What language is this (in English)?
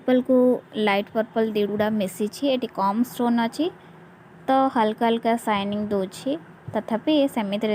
Odia